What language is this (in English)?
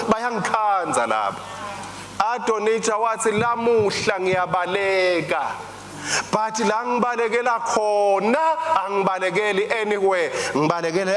Swati